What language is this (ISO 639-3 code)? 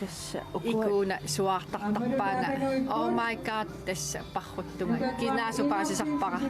kal